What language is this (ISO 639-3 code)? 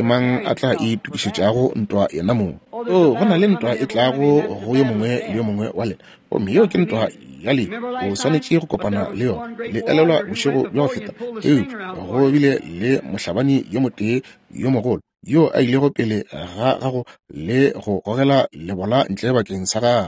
nso